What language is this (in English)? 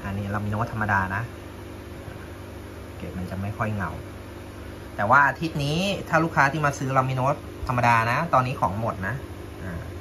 Thai